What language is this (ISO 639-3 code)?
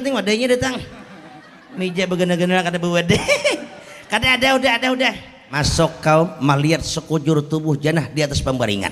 bjn